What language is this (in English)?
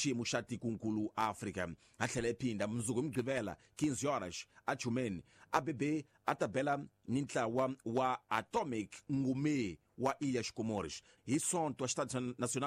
Tsonga